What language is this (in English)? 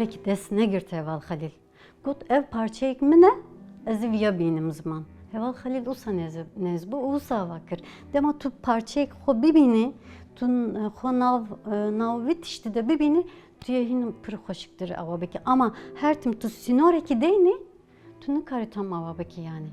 Kurdish